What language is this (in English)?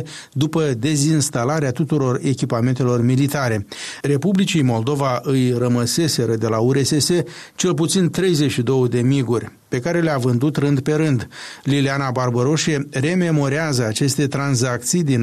Romanian